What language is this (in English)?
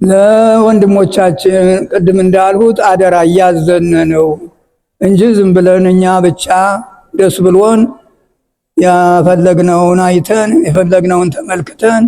Amharic